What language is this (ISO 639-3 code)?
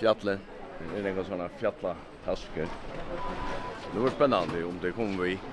fao